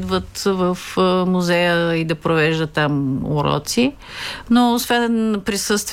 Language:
Bulgarian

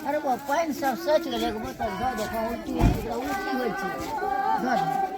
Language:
Maithili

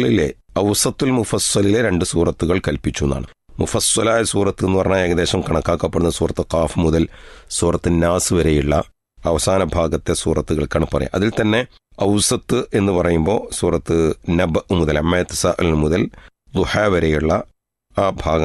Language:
Malayalam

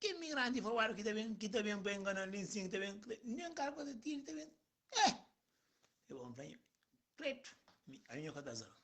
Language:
Kabuverdianu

